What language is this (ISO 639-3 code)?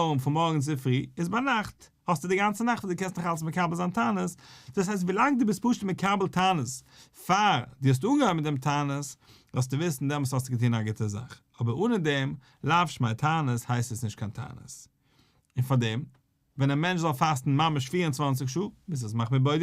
yid